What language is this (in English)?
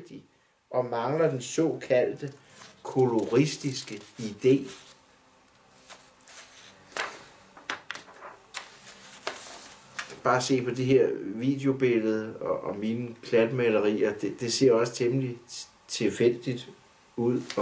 Danish